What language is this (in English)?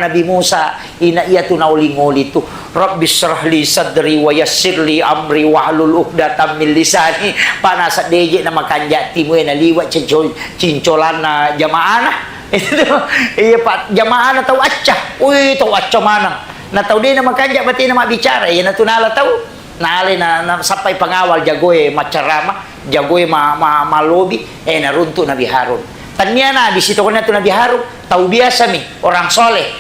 Buginese